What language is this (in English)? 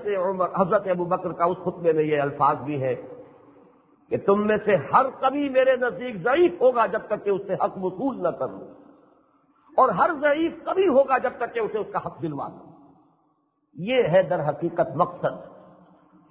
Urdu